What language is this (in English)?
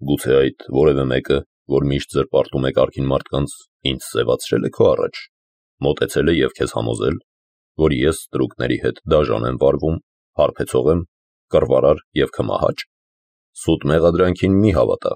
Armenian